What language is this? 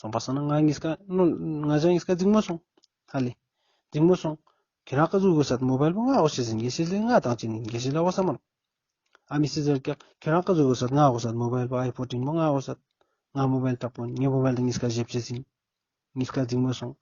Ladakhi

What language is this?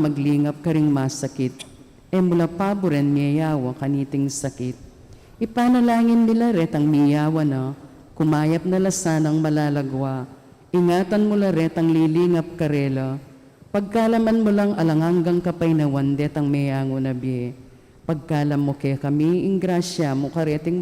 Pampanga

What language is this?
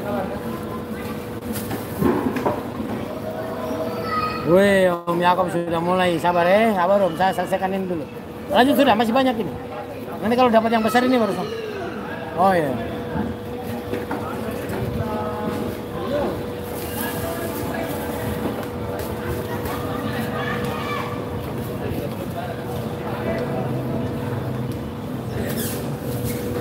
Indonesian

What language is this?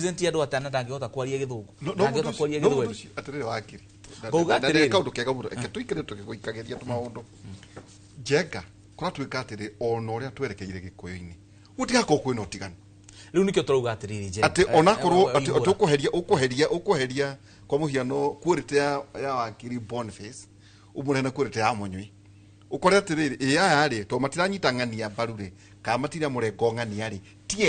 Kikuyu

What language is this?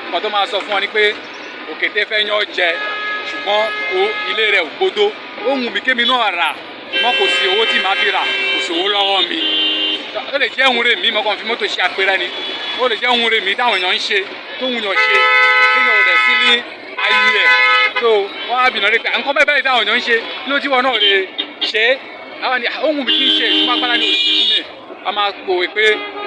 Yoruba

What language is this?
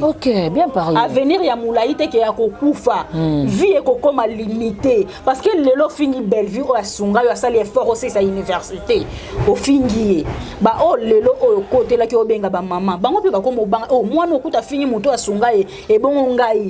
Lingala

